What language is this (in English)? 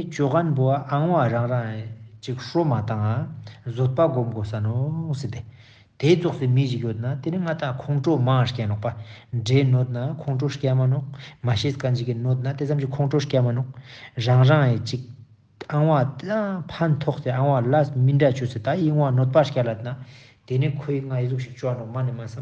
Ladakhi